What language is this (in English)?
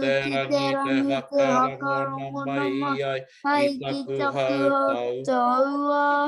Māori